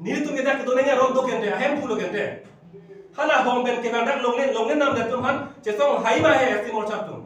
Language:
Karbi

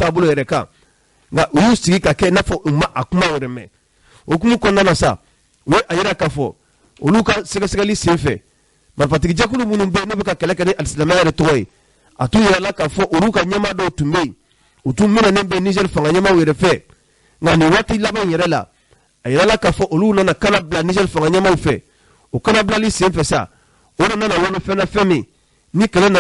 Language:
Bambara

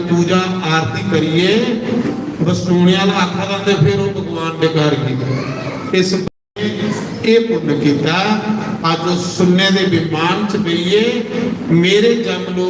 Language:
Dogri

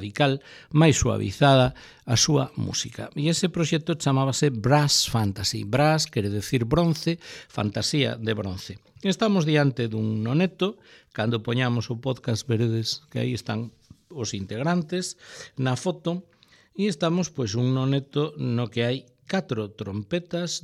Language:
Galician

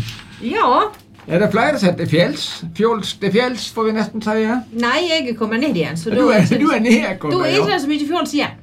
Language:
Norwegian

